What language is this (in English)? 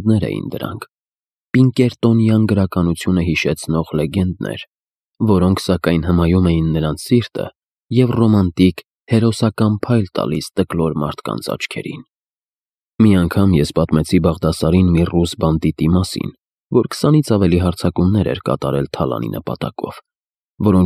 Armenian